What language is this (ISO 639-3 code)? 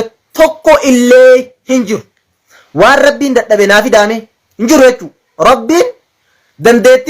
orm